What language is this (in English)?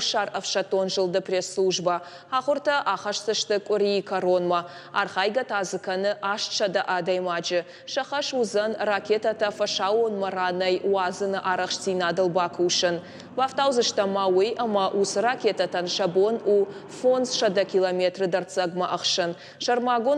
Ossetic